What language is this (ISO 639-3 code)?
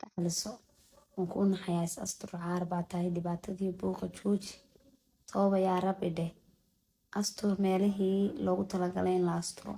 som